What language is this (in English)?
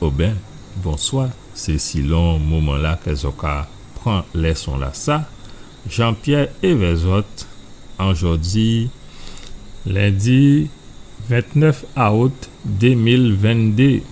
Guadeloupean Creole French